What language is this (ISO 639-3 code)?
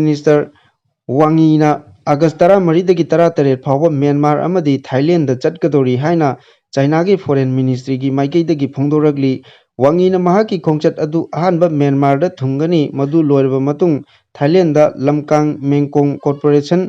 mni